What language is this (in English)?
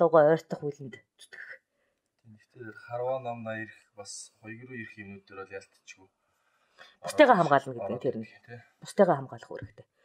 Mongolian